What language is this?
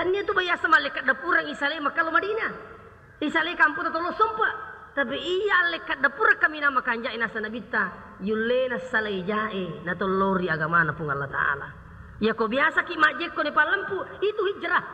Buginese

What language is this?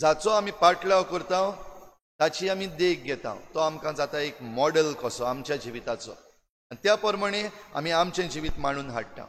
Konkani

